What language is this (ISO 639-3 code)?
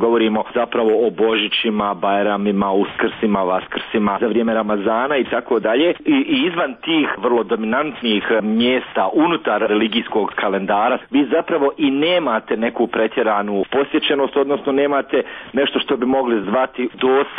bos